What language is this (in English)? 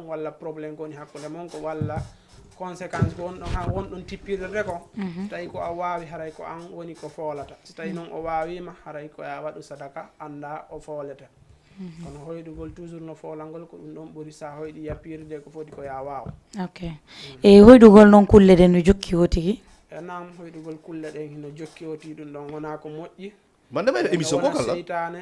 Fula